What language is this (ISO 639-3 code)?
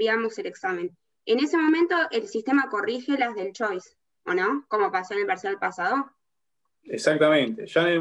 spa